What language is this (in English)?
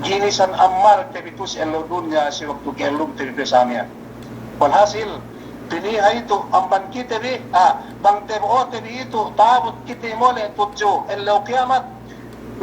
Yakan